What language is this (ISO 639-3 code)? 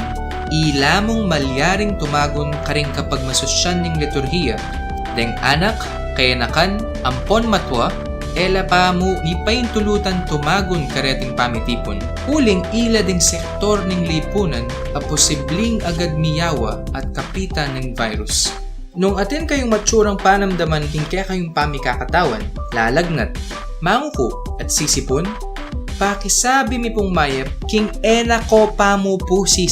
pam